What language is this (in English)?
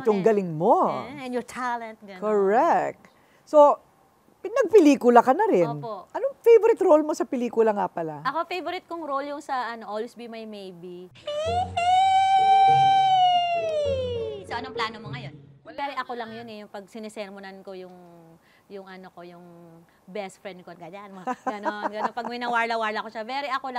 Filipino